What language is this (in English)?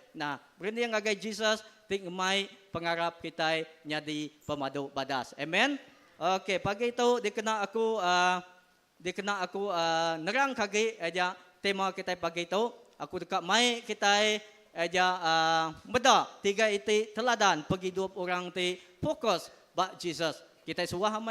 Iban